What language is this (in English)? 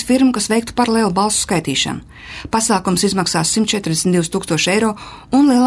Latvian